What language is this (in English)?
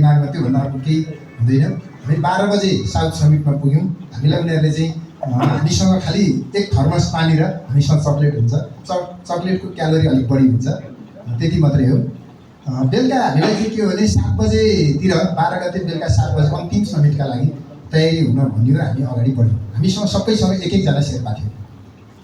Nepali